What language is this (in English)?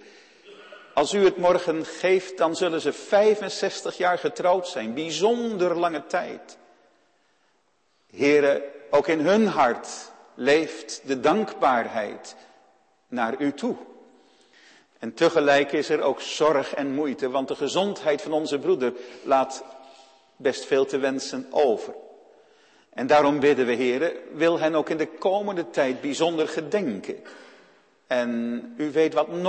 Dutch